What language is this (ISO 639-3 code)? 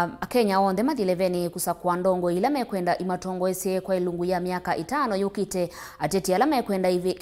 kam